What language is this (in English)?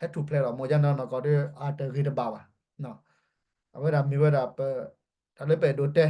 S'gaw Karen